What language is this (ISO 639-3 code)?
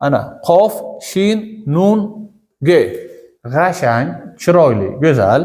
uzb